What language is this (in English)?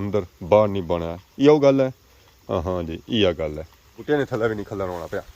Pahari-Potwari